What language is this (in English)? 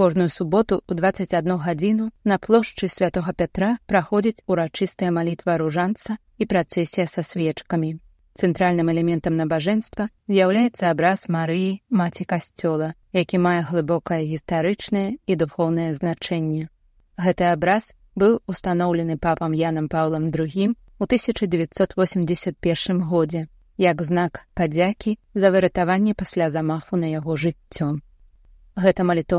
Belarusian